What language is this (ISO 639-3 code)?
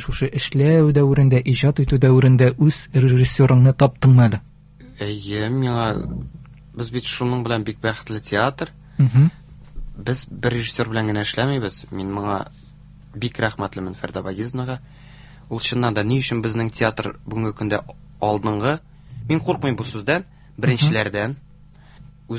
tat